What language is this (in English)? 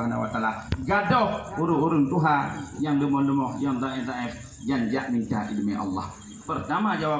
Achinese